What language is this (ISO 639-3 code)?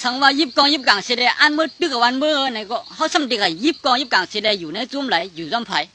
shn